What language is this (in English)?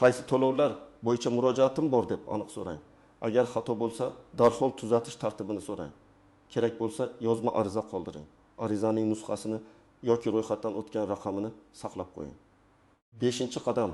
Uzbek